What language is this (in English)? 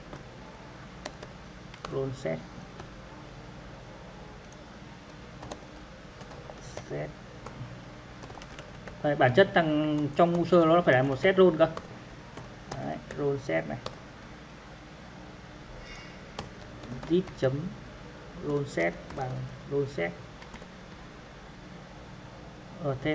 Vietnamese